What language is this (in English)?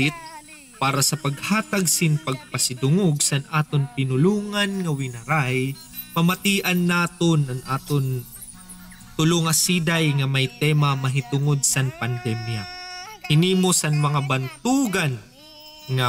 Waray